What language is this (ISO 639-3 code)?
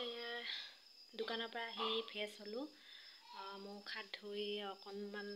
asm